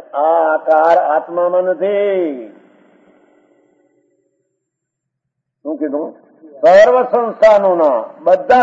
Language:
Gujarati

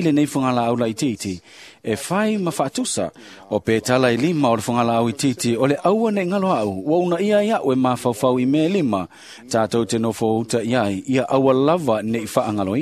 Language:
Samoan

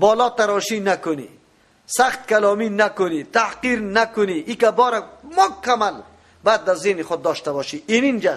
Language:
Persian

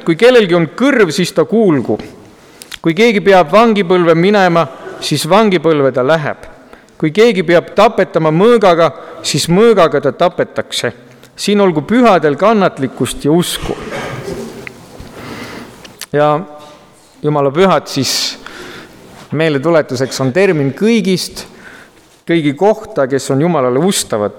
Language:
Estonian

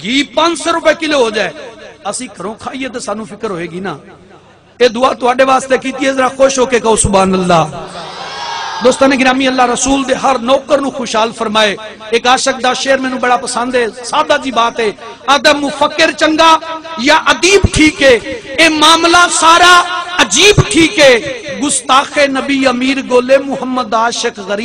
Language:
Saraiki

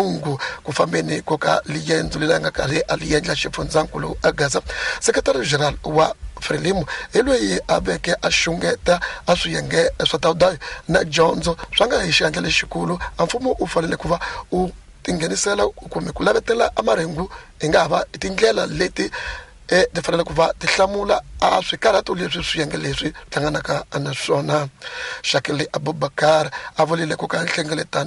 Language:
Tsonga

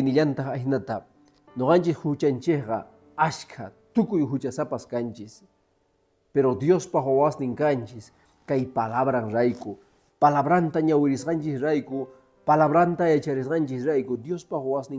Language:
Quechua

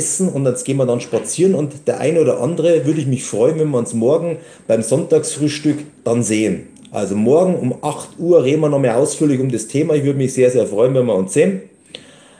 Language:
German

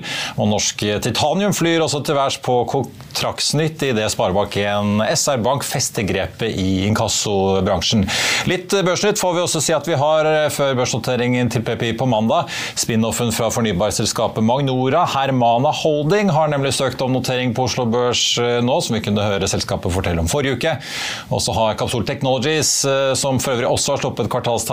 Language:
Norwegian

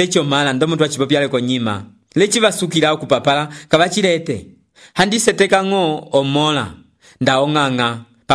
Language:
Umbundu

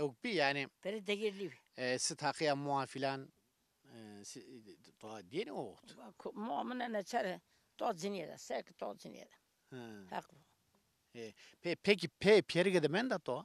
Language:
Zaza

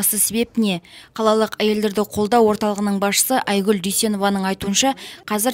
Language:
Kazakh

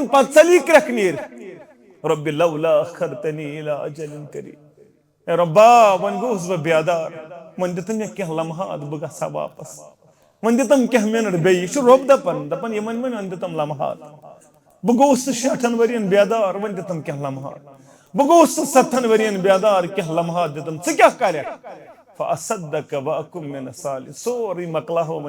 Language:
Kashmiri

